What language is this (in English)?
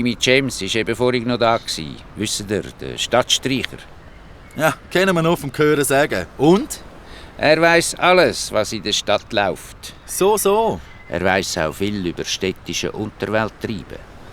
Swiss German